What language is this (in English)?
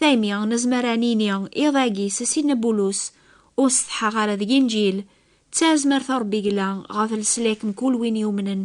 Kabyle